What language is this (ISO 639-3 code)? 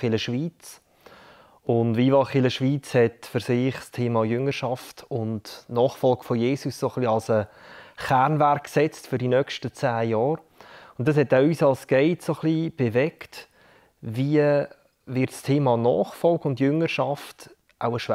gsw